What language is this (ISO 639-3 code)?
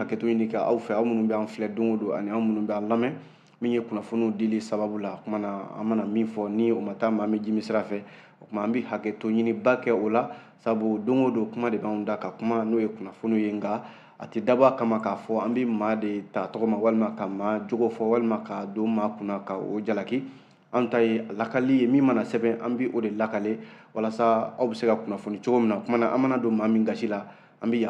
bam